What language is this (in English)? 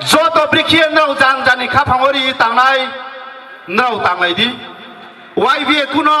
Riang (India)